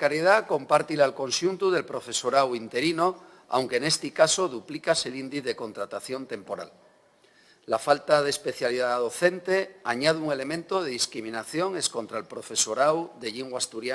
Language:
Asturian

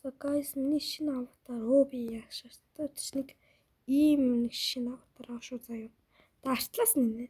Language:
Mongolian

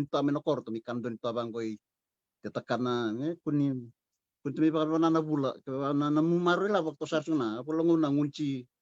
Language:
Fijian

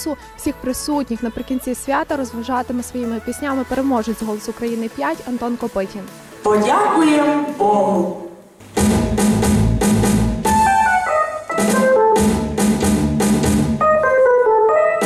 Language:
Ukrainian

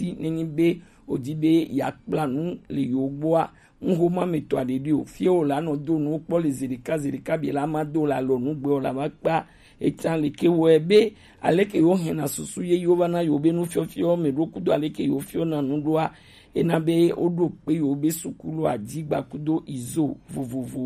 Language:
Gen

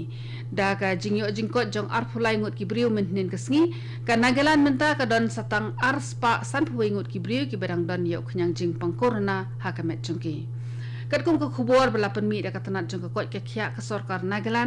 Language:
Khasi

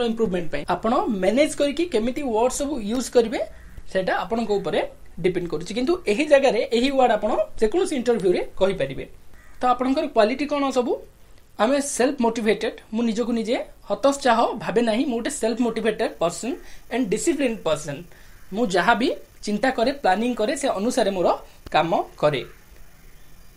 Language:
Odia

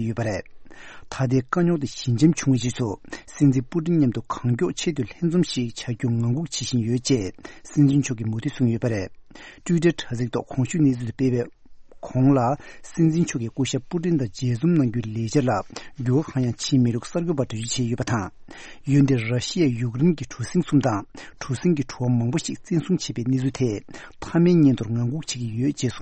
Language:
Tibetan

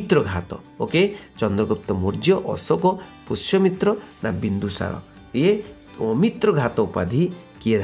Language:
Odia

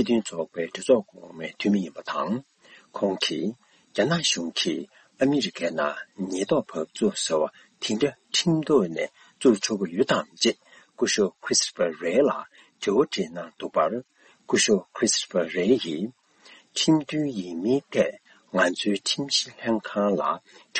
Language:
Tibetan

